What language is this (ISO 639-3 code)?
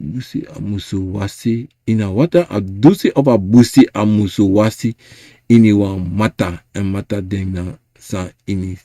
srn